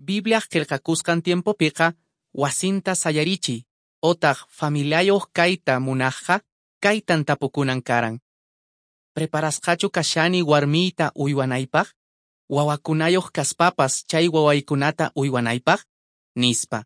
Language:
Quechua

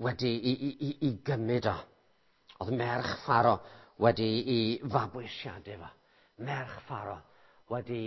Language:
Welsh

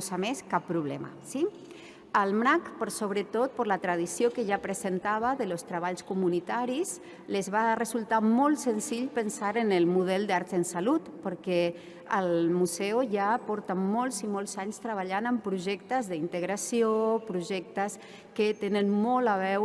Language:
Catalan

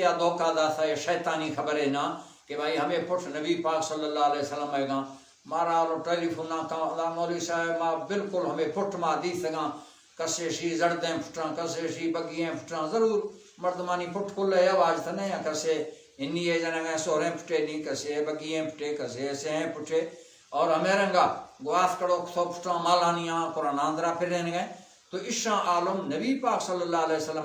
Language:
Baluchi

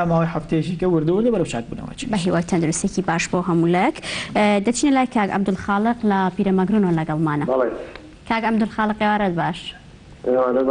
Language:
Central Kurdish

